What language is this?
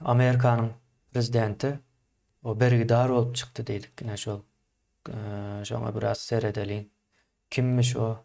Turkmen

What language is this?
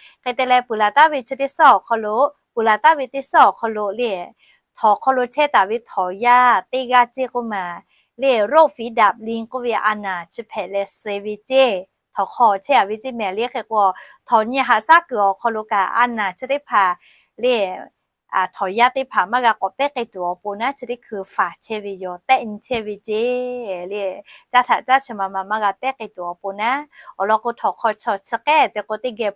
Lahu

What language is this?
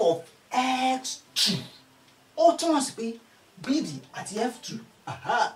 Yoruba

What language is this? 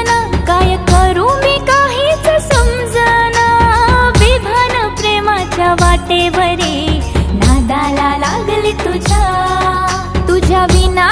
Marathi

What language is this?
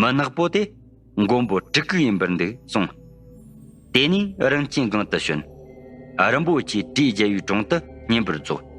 Tibetan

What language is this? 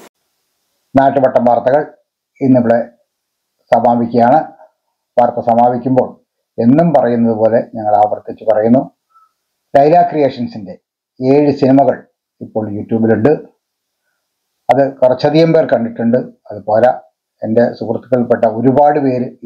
Malayalam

